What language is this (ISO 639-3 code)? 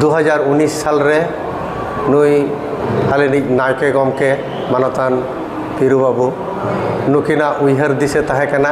sat